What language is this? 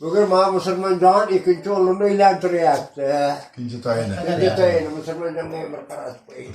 Uzbek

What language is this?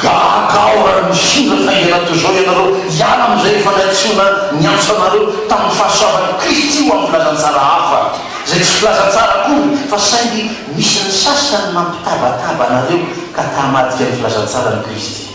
Malagasy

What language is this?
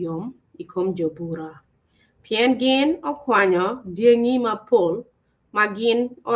Acoli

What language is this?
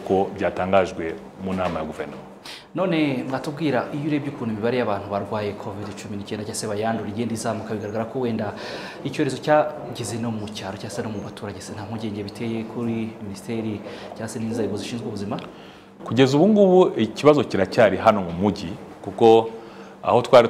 Kinyarwanda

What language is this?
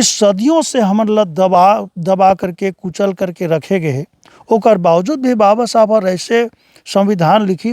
Chhattisgarhi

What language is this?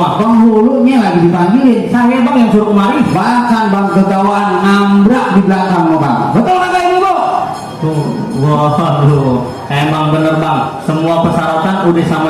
Betawi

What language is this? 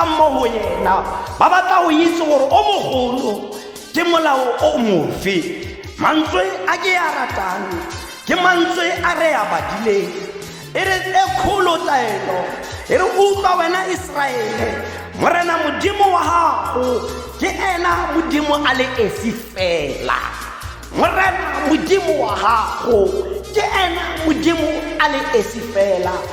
Tswana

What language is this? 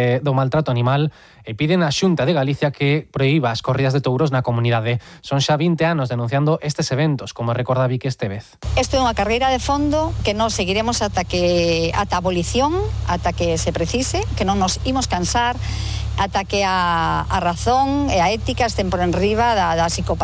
Galician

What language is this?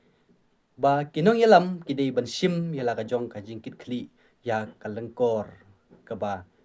Khasi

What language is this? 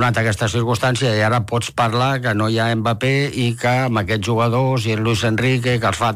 Catalan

